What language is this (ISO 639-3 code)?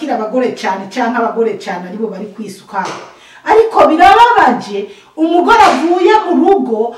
run